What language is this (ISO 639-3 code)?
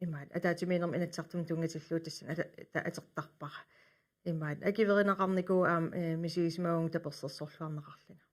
kal